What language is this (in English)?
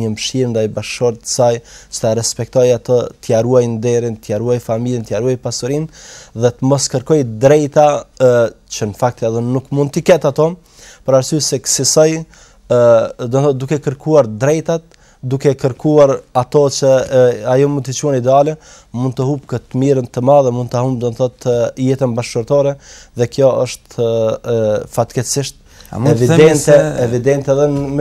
Albanian